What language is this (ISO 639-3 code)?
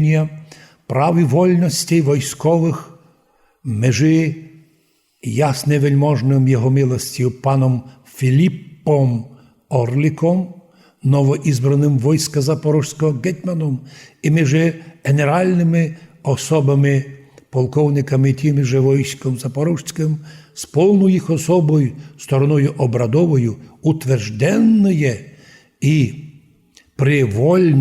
rue